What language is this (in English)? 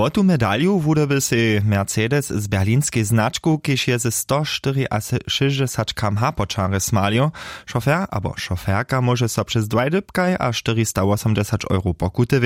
Upper Sorbian